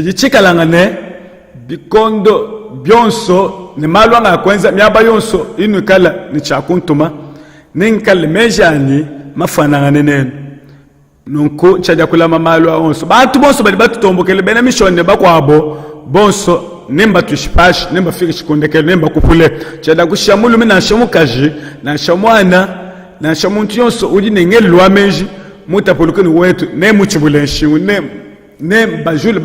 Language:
Luba-Lulua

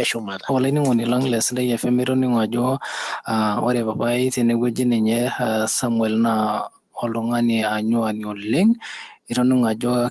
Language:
Masai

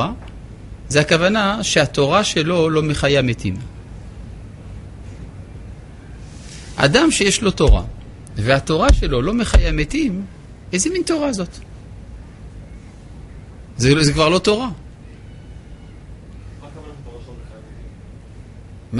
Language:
Hebrew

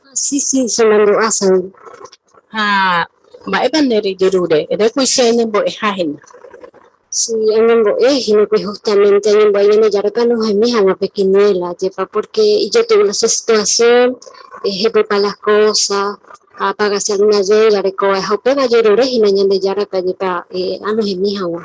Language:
Guarani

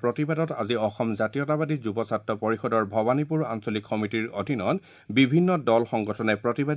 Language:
Assamese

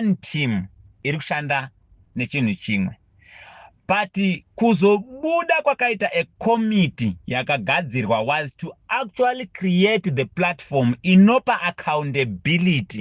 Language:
Shona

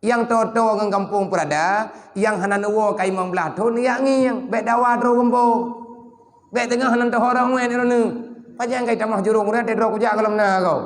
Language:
Achinese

